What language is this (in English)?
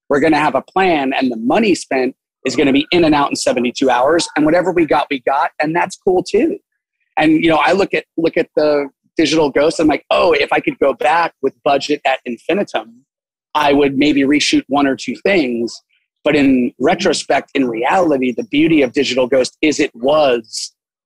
English